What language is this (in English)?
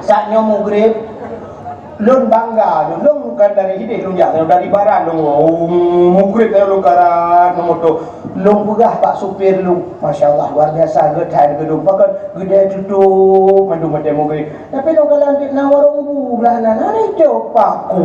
Achinese